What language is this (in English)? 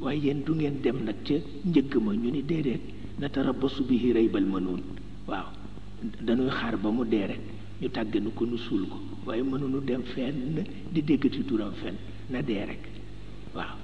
Wolof